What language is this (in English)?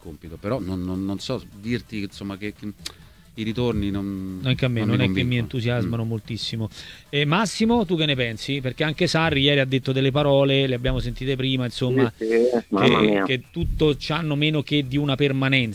Italian